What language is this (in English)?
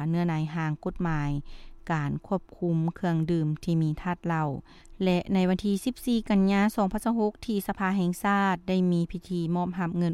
Lao